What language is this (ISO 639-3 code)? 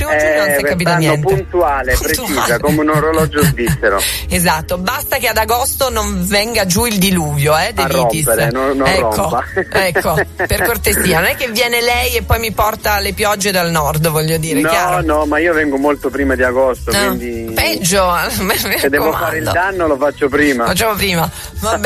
ita